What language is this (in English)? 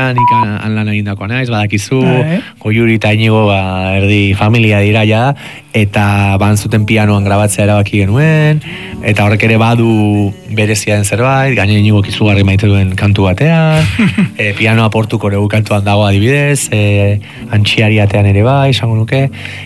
Basque